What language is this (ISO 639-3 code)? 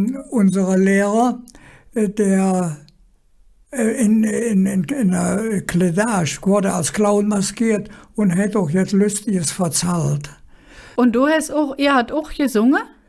ksh